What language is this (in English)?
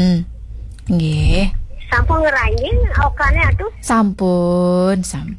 Balinese